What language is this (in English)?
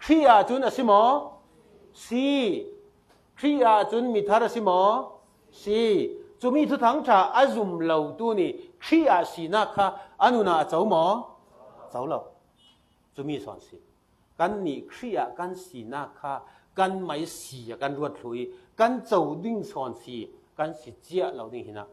Falam Chin